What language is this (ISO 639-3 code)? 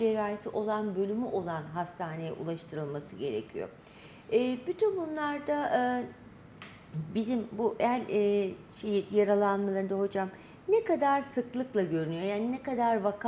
tur